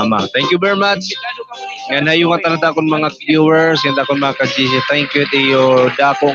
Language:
Waray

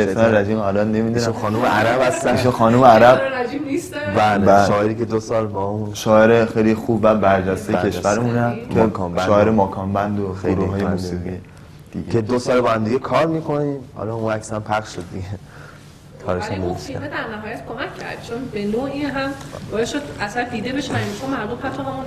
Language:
Persian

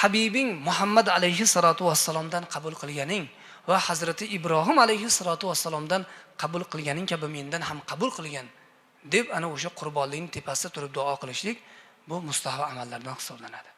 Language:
Uzbek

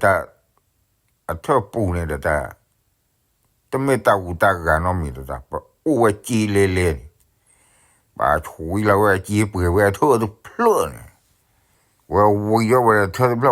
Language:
S'gaw Karen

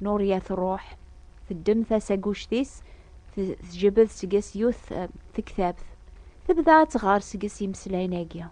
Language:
Kabyle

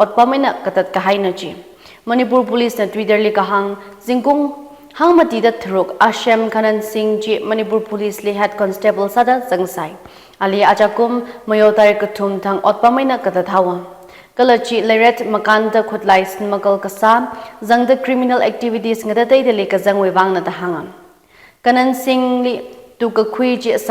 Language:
Tangkhul Naga (India)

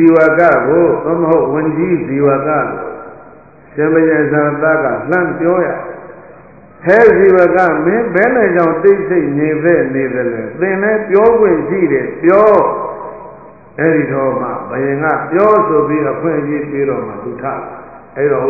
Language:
Burmese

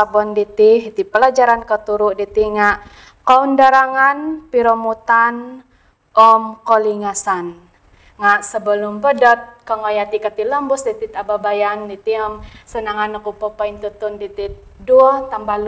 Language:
Central Dusun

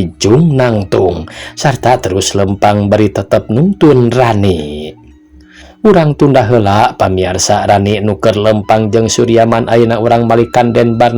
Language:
Sundanese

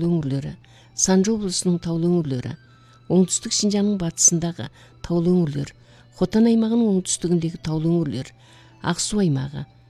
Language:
Kazakh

